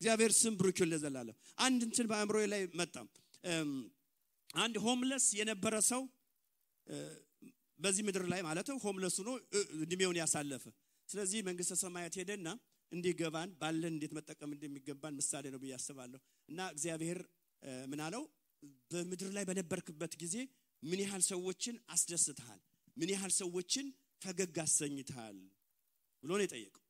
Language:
Amharic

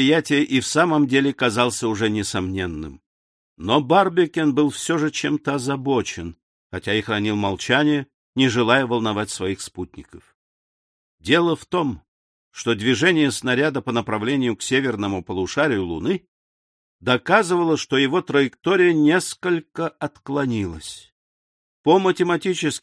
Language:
Russian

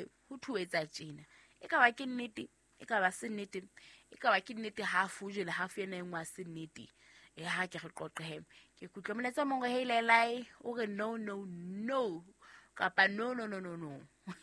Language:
Southern Sotho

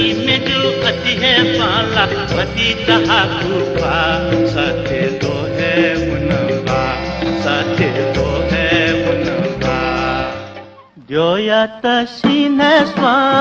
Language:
Newari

